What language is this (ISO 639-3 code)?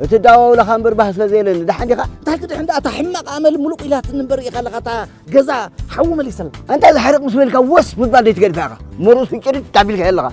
tir